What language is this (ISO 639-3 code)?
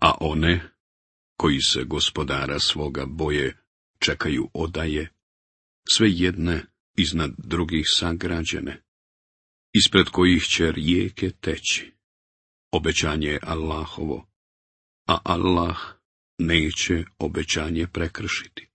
bos